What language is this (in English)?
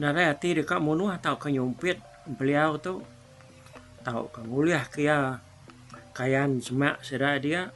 Iban